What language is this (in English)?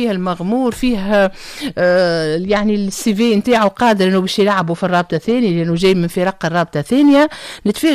Tunisian Arabic